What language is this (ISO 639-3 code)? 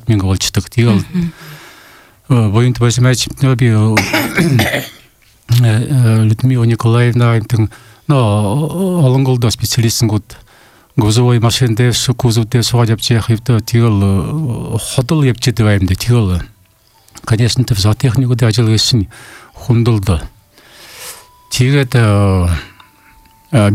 bua